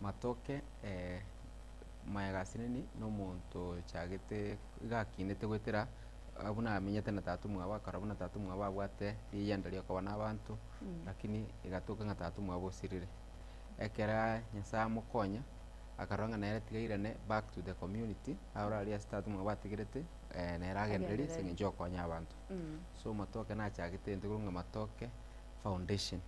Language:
Gusii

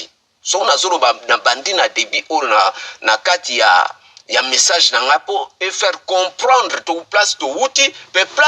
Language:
Lingala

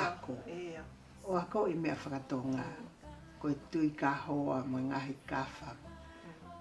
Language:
Tongan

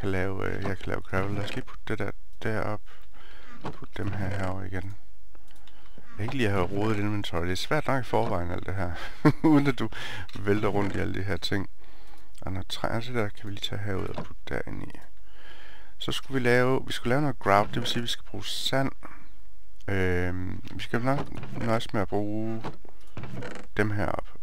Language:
Danish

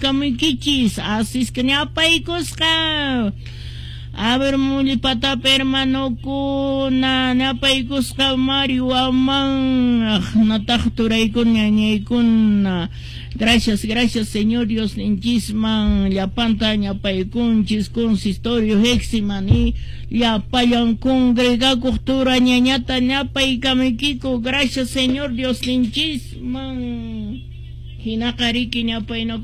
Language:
Quechua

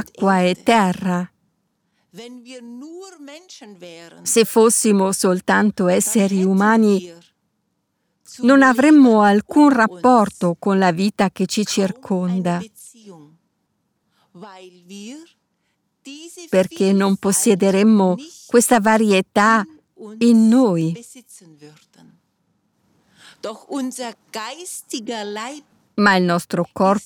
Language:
Italian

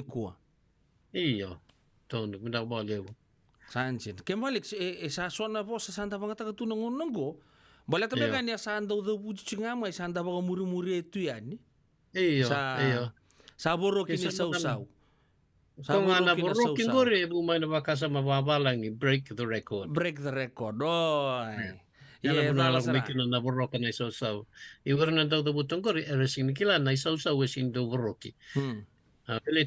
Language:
Fijian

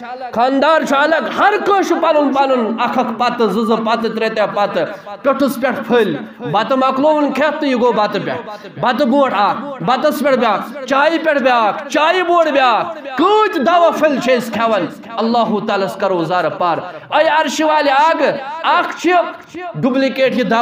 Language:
Kashmiri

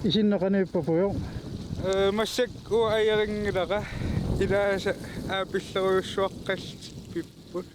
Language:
Kalaallisut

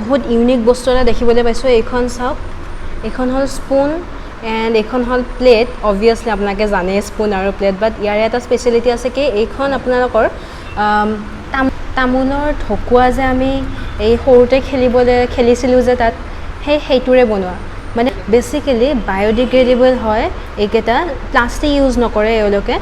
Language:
Assamese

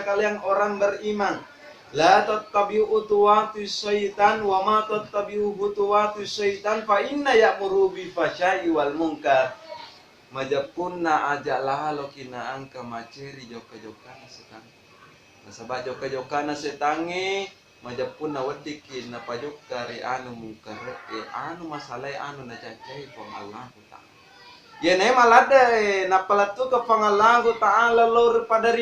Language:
Buginese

